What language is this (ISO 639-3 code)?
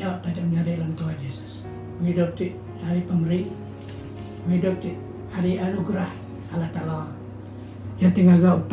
iba